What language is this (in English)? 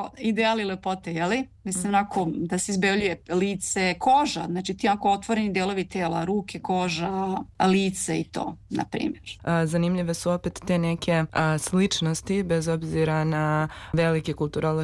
Serbian